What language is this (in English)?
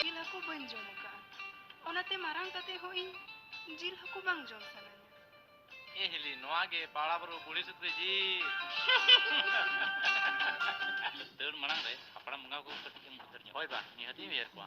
Santali